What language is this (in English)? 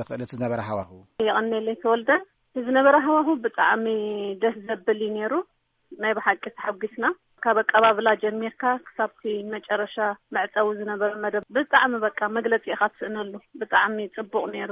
Tigrinya